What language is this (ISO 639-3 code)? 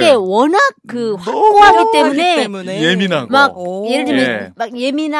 kor